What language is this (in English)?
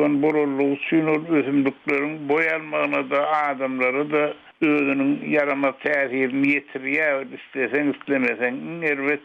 Turkmen